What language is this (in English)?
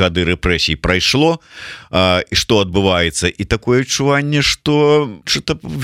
Belarusian